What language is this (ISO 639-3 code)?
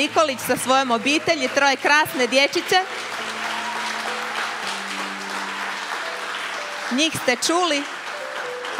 hrv